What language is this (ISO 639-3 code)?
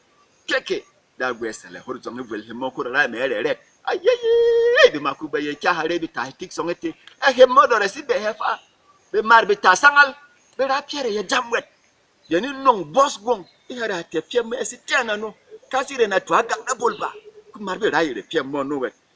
bom